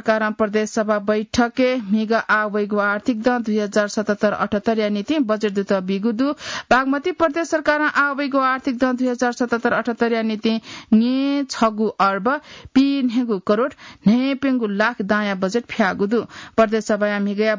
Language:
Newari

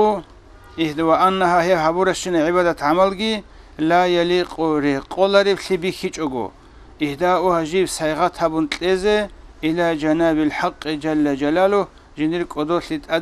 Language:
Avaric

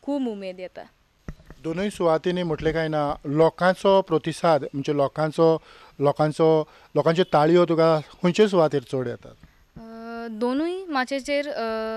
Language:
Konkani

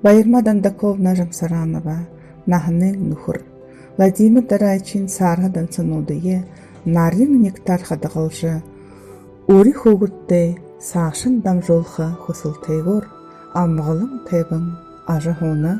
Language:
Buriat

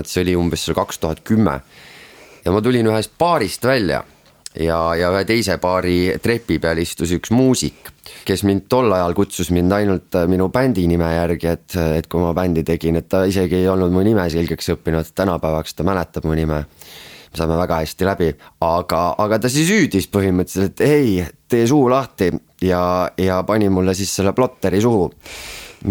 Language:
Estonian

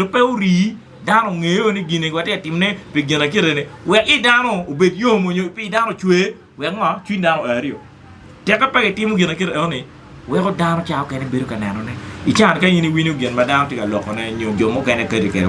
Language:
Acoli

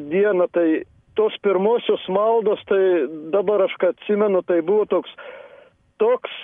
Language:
Lithuanian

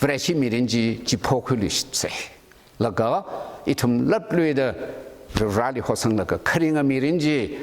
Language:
Tangkhul Naga (India)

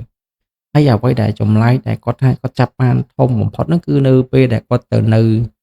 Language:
Khmer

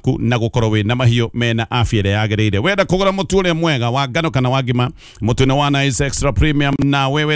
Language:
Kikuyu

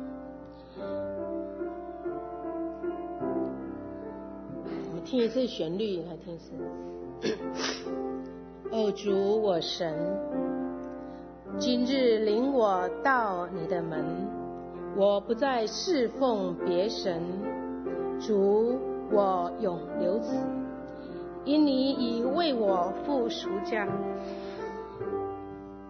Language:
Chinese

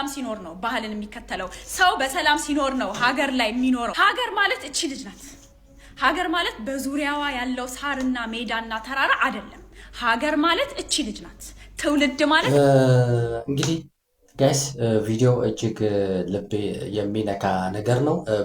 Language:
Amharic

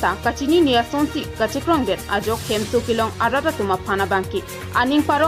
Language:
Karbi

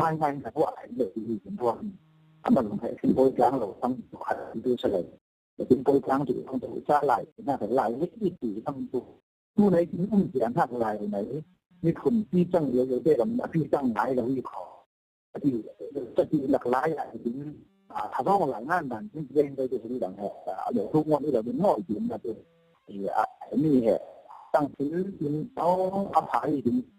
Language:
Falam Chin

